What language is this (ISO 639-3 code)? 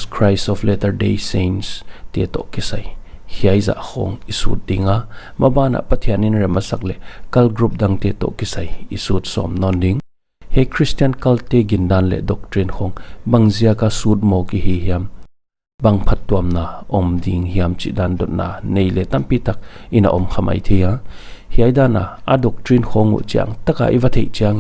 pck